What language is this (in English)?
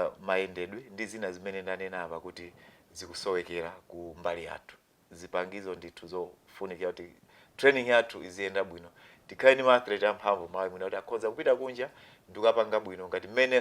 Nyanja